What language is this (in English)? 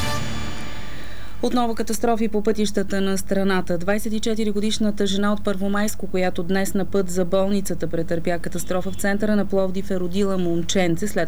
Bulgarian